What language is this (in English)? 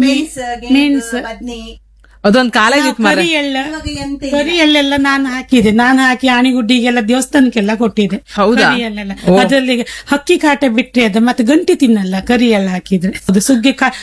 Kannada